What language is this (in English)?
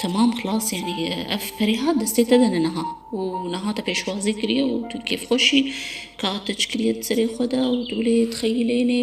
Kurdish